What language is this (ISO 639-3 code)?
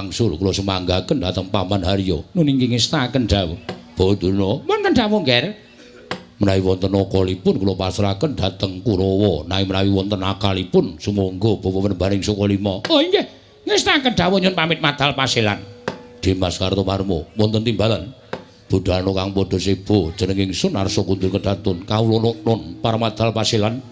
jav